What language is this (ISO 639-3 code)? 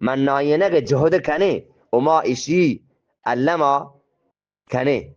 bgp